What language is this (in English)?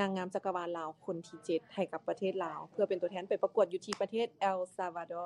Lao